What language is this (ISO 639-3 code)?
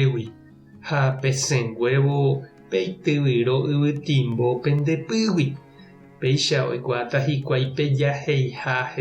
grn